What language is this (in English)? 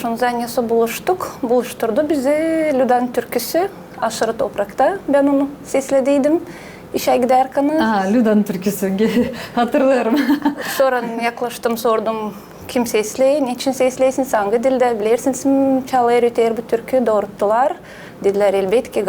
Gagauz